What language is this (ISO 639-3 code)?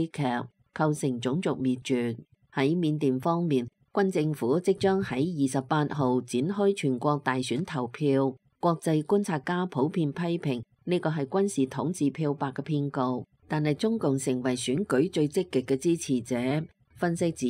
yue